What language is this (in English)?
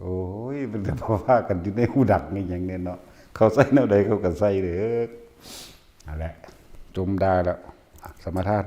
Northeastern Thai